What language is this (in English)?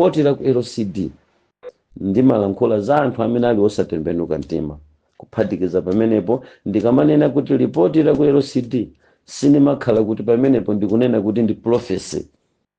Nyanja